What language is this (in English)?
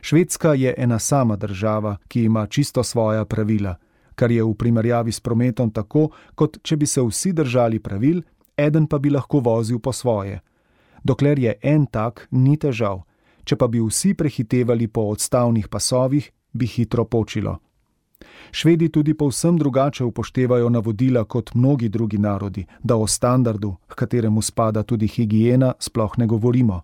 Slovenian